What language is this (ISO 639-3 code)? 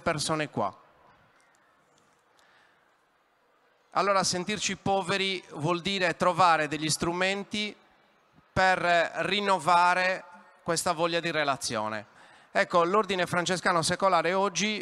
ita